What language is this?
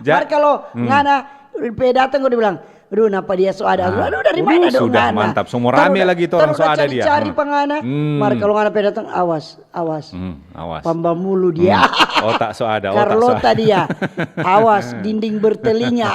Manado Malay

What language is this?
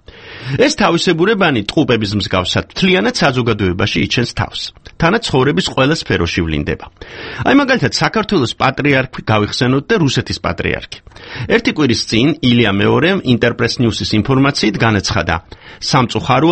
Georgian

